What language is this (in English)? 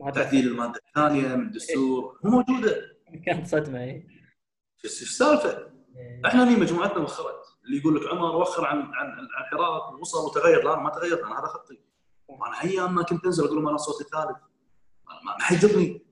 Gulf Arabic